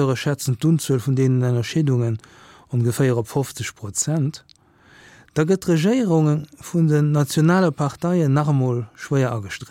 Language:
Luxembourgish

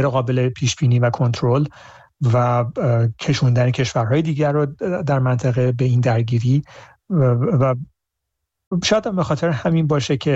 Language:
Persian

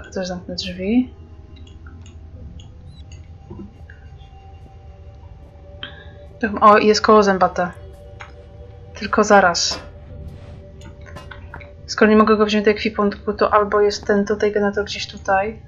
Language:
Polish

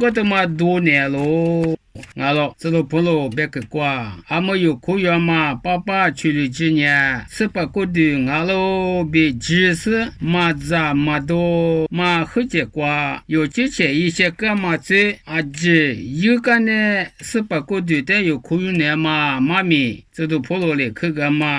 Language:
Lisu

